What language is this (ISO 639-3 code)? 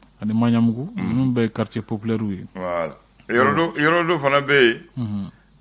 bam